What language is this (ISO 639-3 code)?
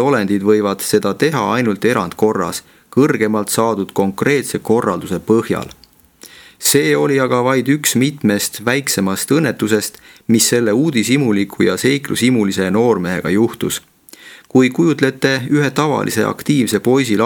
est